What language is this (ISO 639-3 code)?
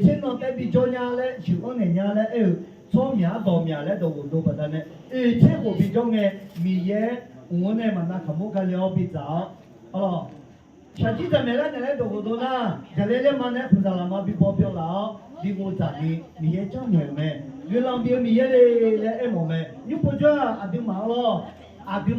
ahk